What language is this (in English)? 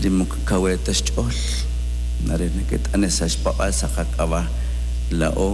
Kekchí